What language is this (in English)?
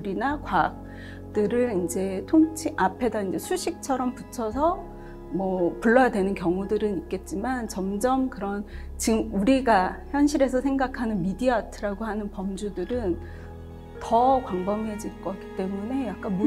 Korean